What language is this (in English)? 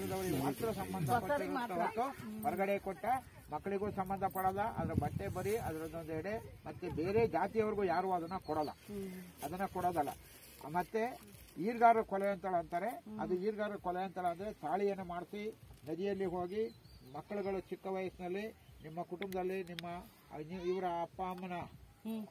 Kannada